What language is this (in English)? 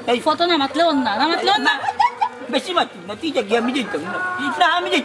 Sylheti